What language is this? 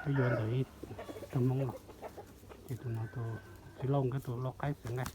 Hmong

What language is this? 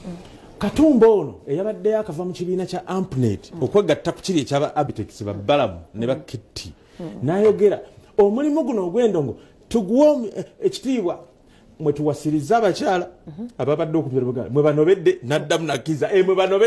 Ganda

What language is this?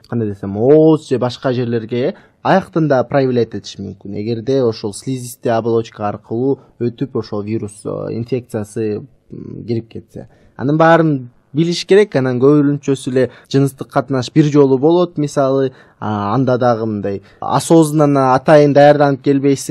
Kyrgyz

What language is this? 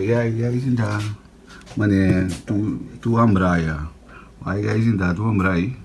Papiamento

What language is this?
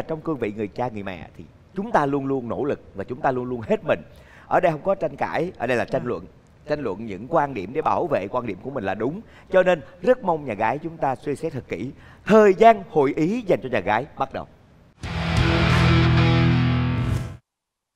Vietnamese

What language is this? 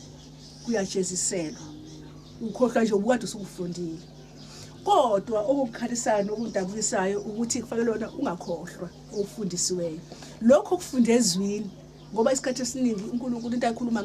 Zulu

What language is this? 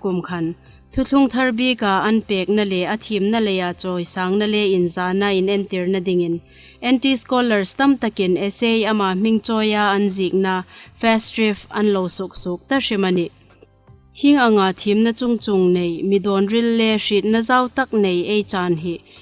Hmar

